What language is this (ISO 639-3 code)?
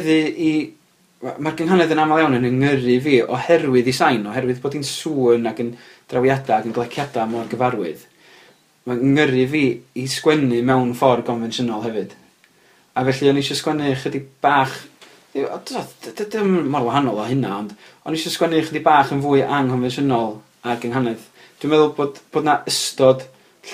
cym